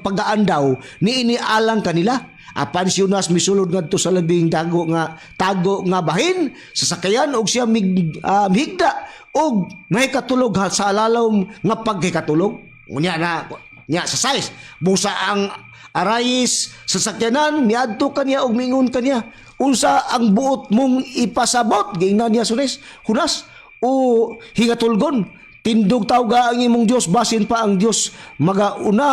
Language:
Cebuano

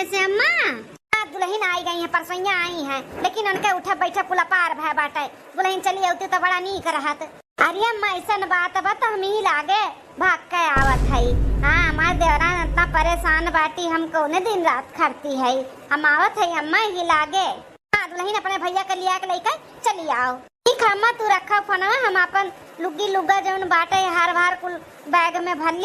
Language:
Awadhi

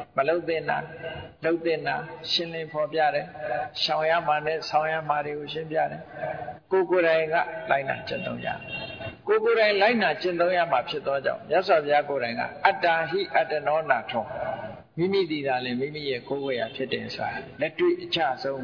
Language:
Burmese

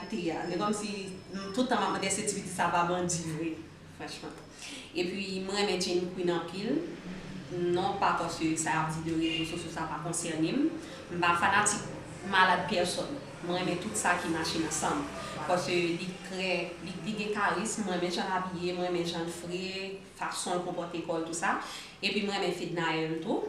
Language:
Haitian Creole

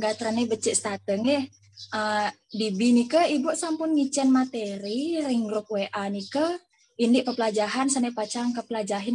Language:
Balinese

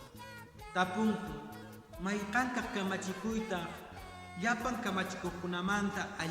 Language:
Quechua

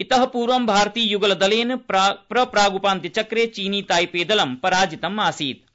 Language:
Sanskrit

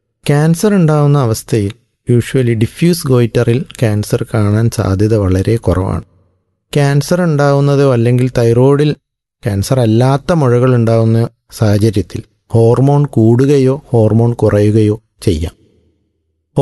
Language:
Malayalam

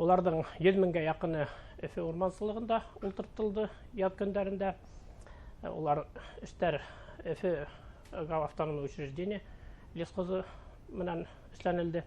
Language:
Bashkir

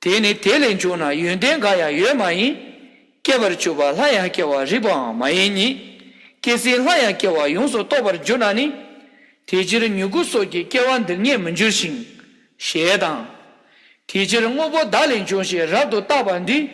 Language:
Tibetan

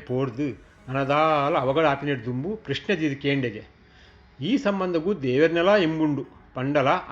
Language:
Tulu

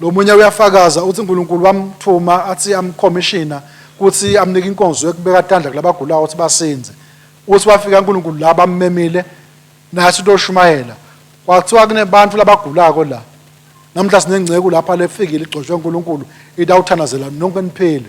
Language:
Swati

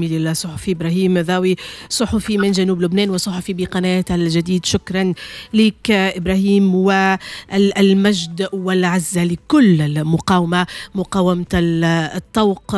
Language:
Tunisian Arabic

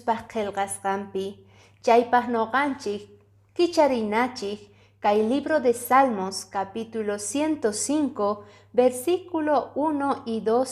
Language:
Quechua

